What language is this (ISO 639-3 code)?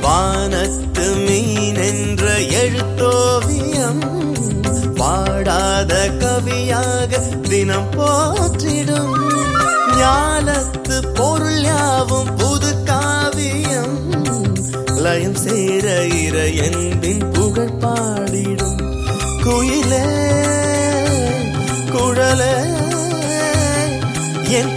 tam